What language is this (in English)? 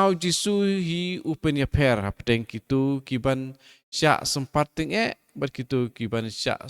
Khasi